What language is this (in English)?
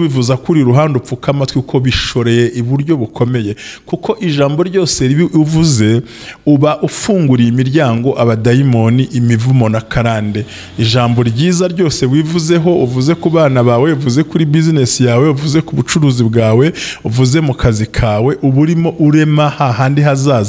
Kinyarwanda